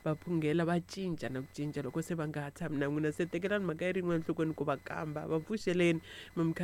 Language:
Tsonga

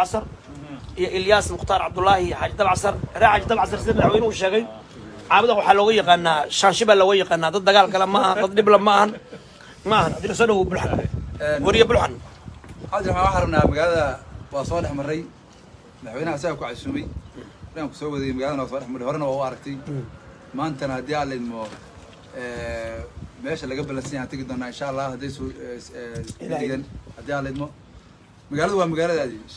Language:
Somali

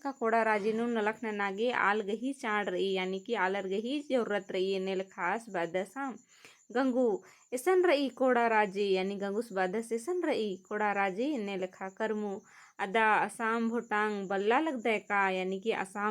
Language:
Kurukh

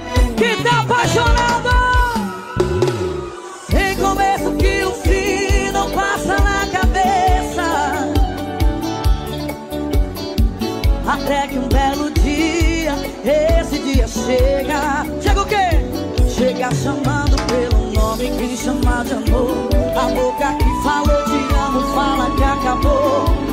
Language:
Portuguese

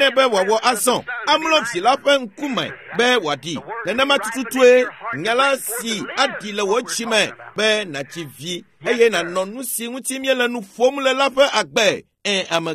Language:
Ewe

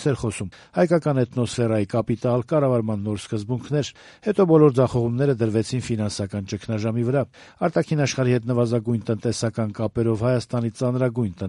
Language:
Armenian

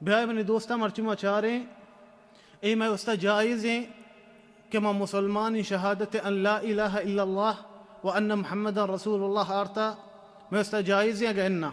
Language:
Baluchi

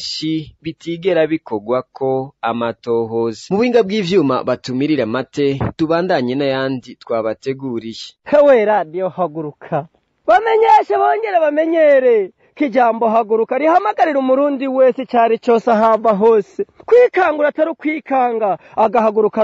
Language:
Rundi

